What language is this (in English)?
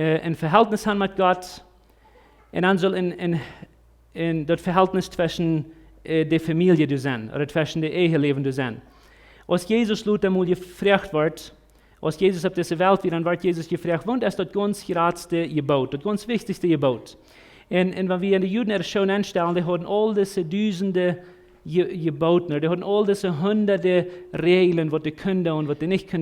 Plautdietsch